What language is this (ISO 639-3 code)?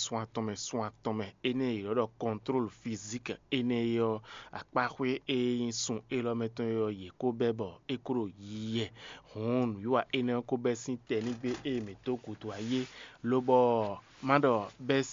fon